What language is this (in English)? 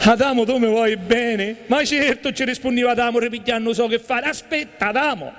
Sicilian